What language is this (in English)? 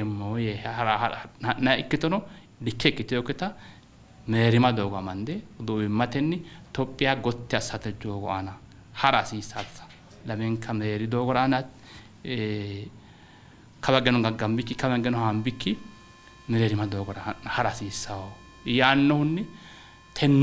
Sidamo